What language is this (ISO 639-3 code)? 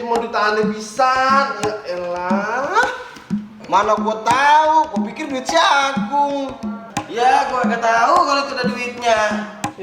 bew